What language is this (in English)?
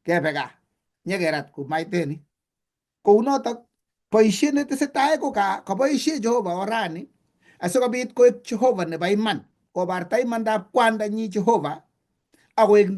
Kalenjin